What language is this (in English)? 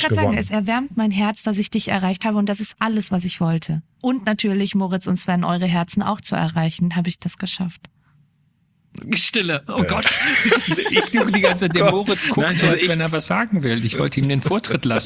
German